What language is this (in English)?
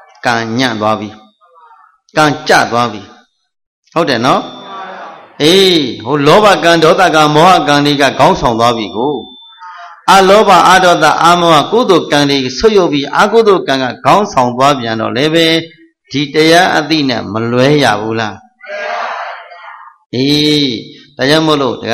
Burmese